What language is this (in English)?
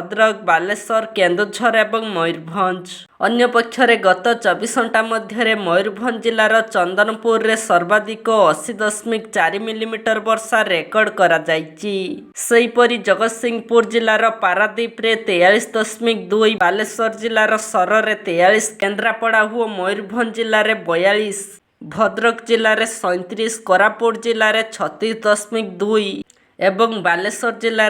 Odia